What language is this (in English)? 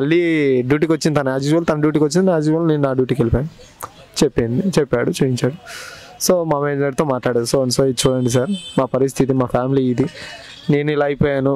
Telugu